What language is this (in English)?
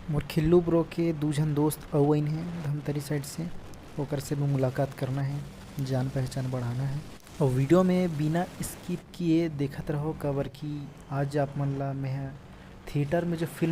Chhattisgarhi